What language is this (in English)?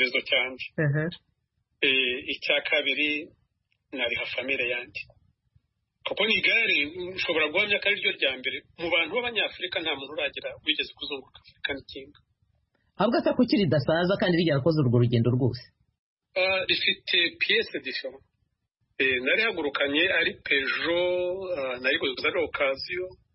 Kinyarwanda